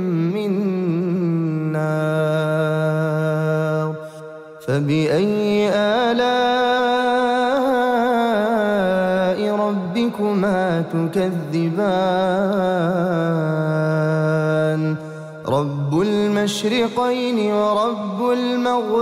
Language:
Arabic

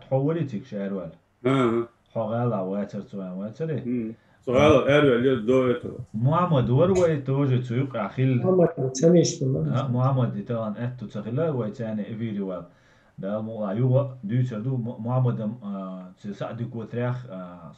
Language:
Chechen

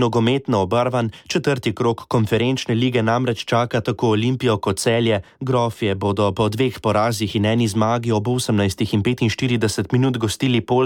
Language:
Slovenian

